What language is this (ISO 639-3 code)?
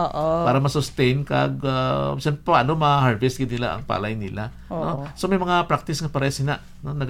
hil